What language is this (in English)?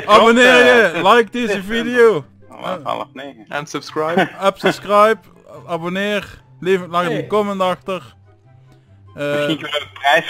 Dutch